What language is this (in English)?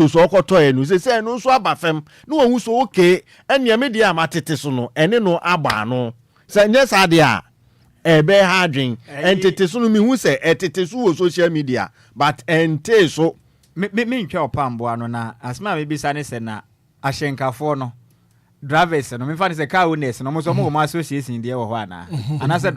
Akan